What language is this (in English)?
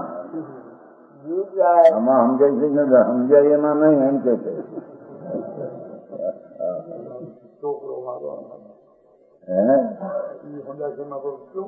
Gujarati